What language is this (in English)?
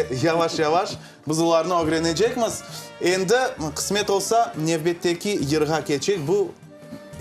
Crimean Tatar